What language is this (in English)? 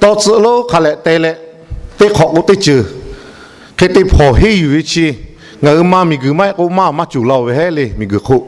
Lahu